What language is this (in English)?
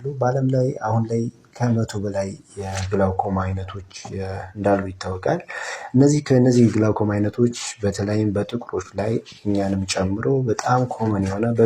Amharic